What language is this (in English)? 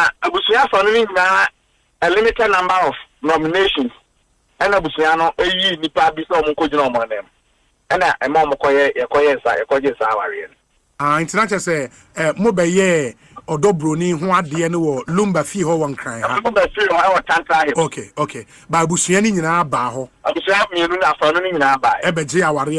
Akan